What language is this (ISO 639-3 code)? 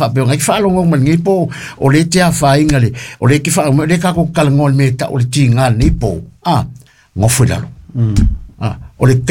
smo